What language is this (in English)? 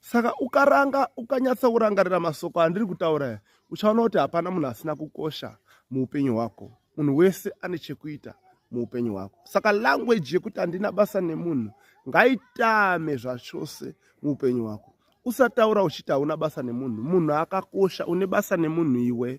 Shona